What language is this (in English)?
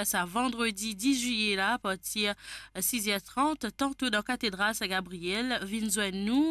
Morisyen